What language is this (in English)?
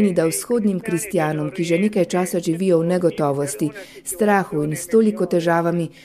Slovenian